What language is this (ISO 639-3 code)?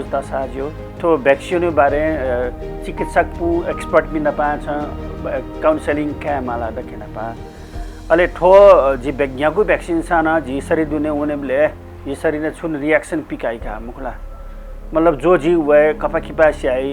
new